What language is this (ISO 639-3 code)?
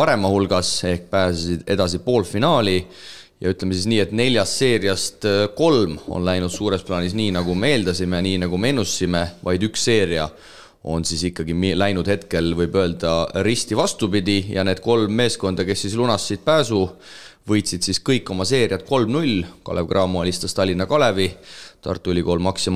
est